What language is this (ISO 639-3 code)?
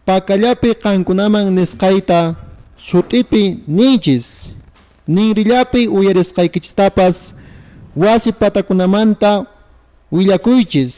que